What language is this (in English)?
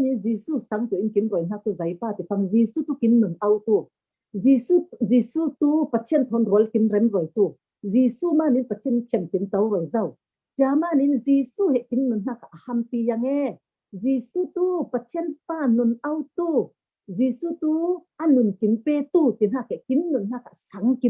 Falam Chin